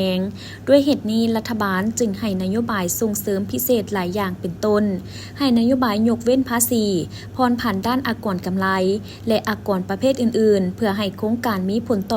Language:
Lao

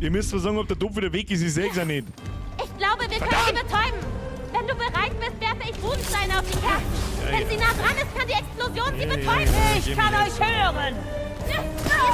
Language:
Bavarian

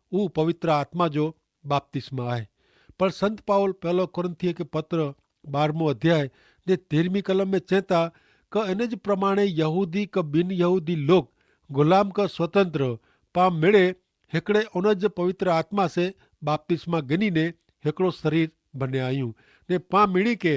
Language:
Kachhi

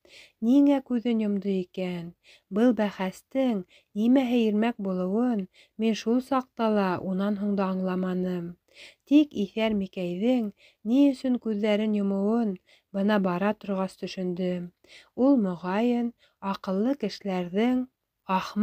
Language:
Bashkir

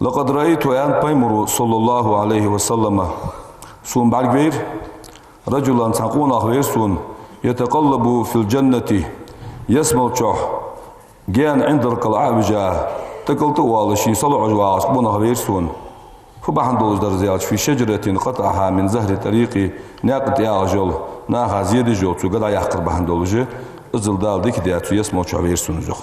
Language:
Ingush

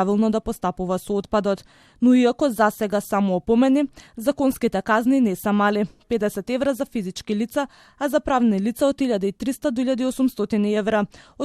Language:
Macedonian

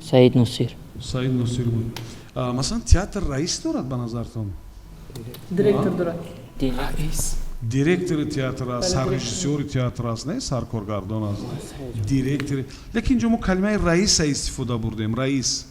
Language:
Tajik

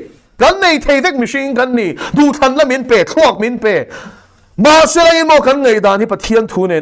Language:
Mizo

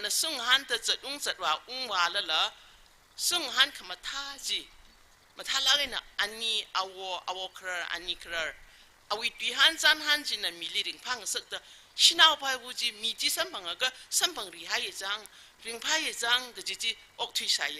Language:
Tangkhul Naga (India)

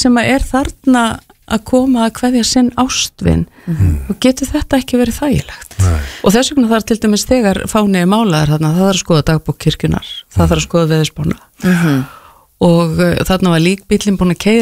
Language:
Icelandic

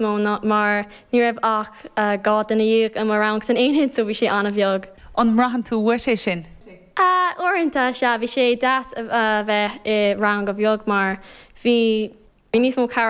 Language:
Irish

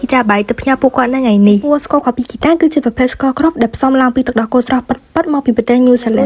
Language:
Khmer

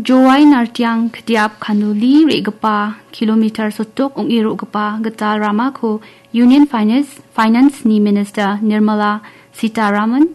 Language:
Garo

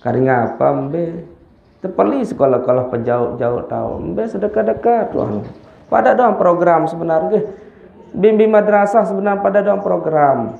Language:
Sasak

